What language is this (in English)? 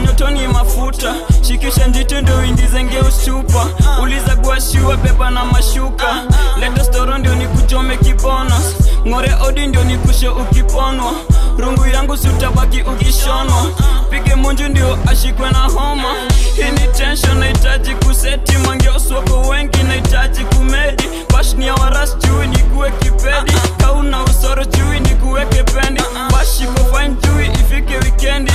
Swahili